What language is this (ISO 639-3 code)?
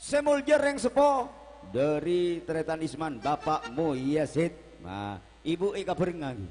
mad